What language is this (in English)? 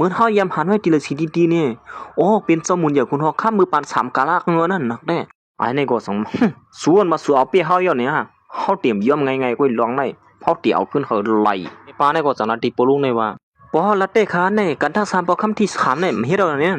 Shan